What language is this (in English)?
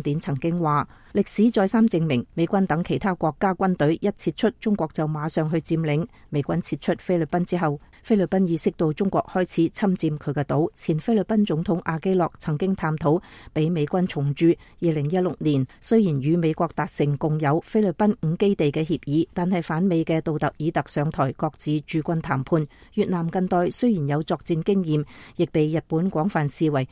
Cantonese